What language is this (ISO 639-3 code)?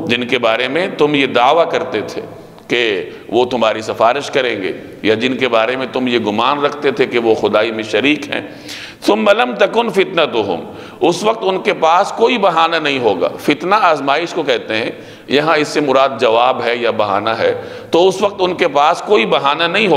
urd